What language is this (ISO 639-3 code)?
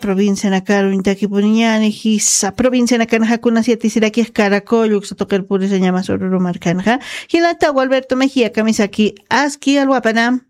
aym